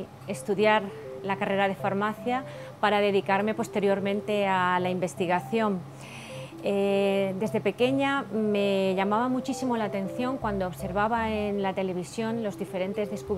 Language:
Spanish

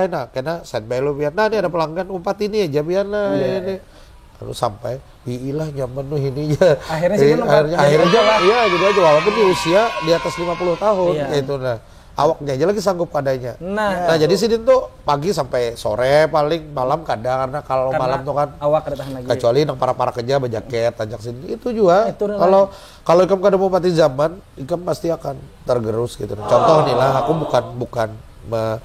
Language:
Banjar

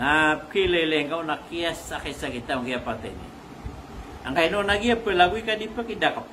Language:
Maranao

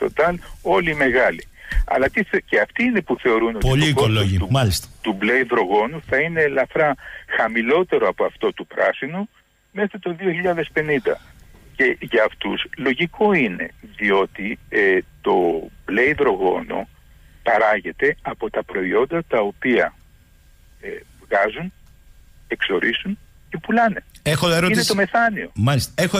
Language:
Greek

